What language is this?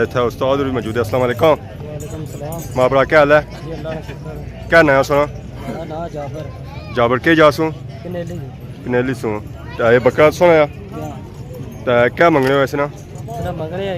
Pahari-Potwari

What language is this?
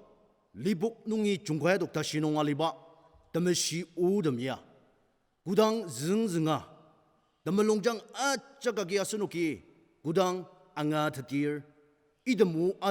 Ao Naga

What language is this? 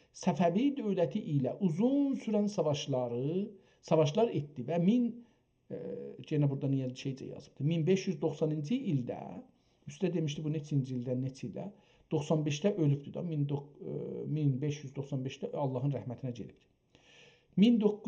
South Azerbaijani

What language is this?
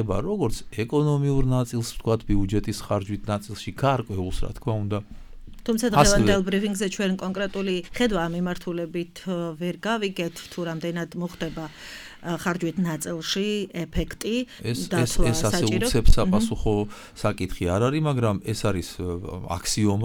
Georgian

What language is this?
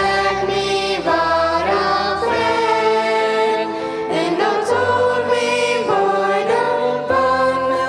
Plautdietsch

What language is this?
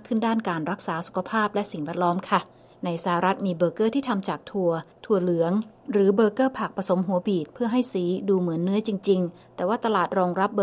Thai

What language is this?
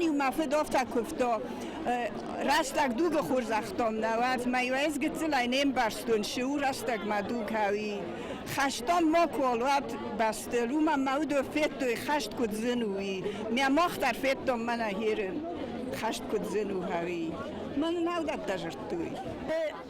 Ossetic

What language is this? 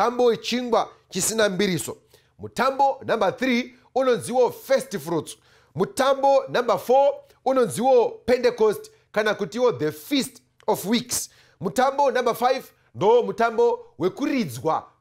Shona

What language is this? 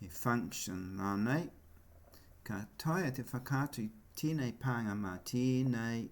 Māori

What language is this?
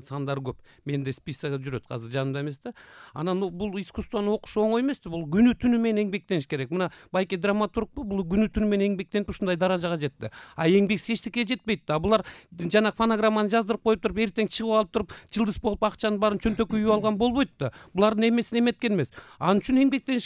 Kyrgyz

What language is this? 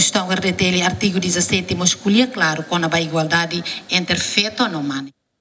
Tetum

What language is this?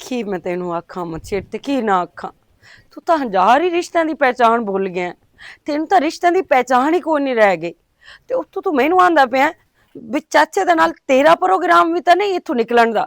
Western Panjabi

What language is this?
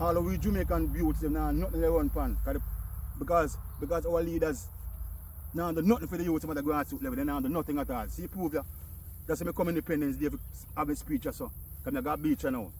Jamaican Creole English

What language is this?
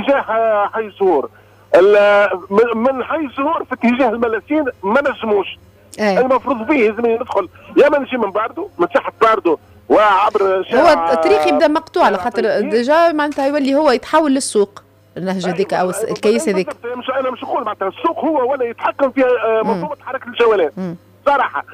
Tunisian Arabic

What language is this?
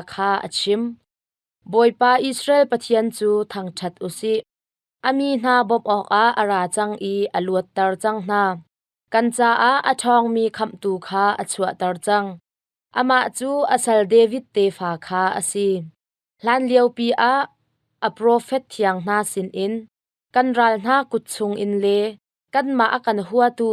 Hakha Chin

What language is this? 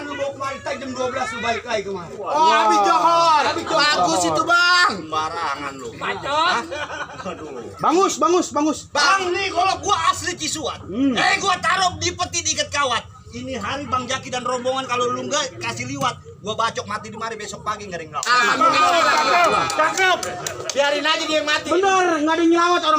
Betawi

